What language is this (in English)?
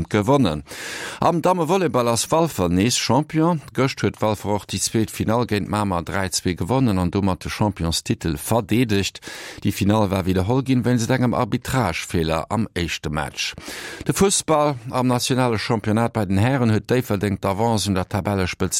Luxembourgish